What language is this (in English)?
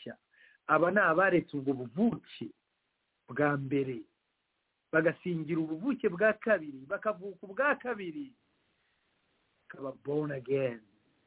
Kinyarwanda